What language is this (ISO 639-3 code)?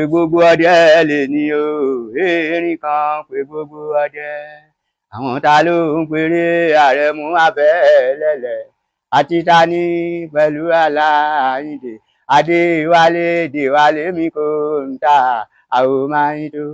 yor